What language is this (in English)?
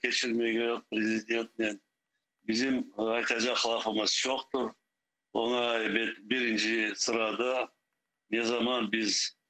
Crimean Tatar